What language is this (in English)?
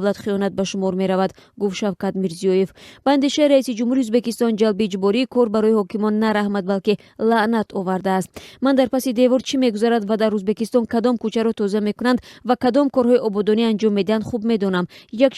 Tajik